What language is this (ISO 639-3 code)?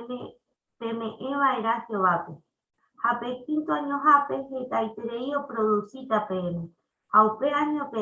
grn